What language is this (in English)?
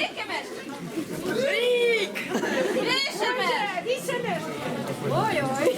Chuvash